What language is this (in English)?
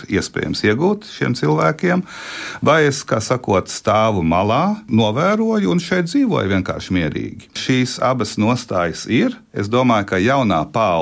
Latvian